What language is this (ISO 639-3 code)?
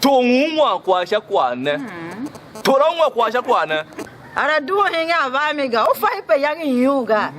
tiv